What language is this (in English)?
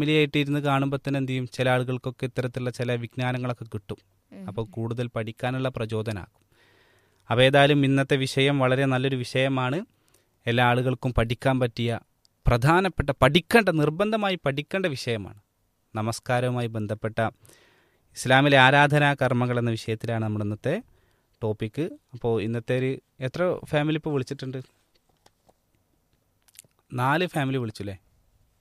Malayalam